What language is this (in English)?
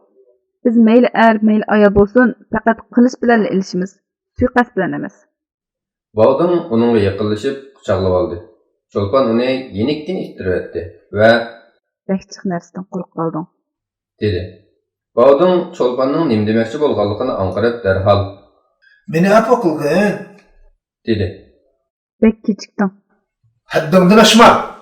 Uyghur